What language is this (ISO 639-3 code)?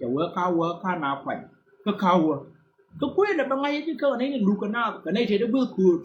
nus